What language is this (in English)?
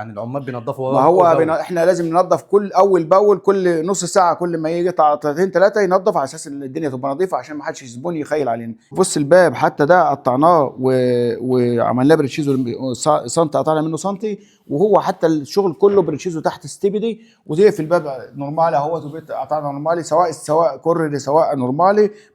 Egyptian Arabic